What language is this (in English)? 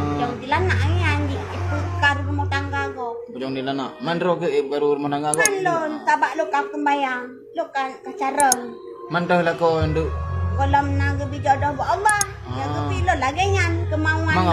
Achinese